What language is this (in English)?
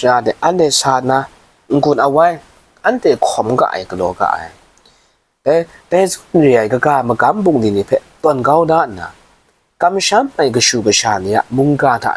Kachin